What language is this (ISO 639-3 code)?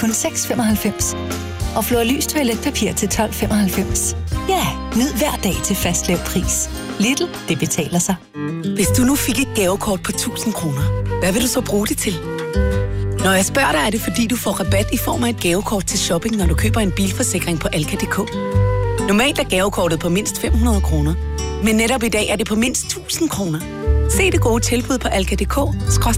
dan